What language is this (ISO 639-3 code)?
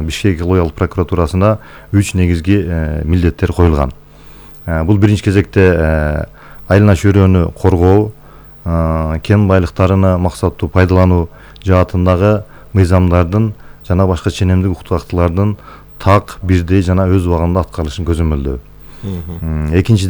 kir